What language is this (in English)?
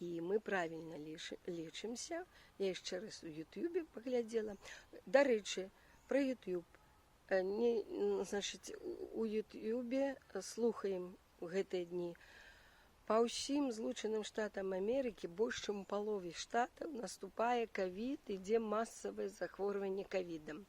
Belarusian